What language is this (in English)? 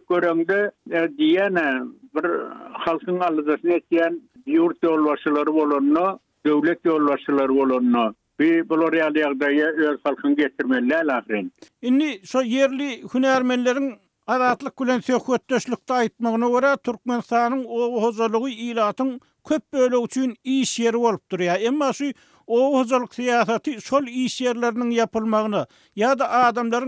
Turkmen